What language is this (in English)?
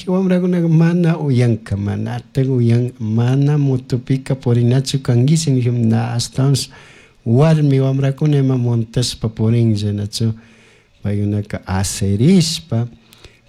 Chimborazo Highland Quichua